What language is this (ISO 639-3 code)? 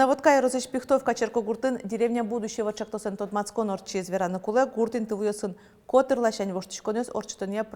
udm